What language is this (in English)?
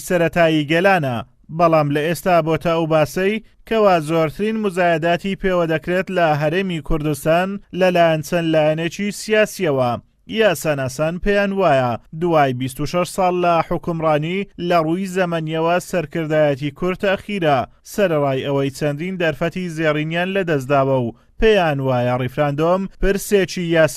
Central Kurdish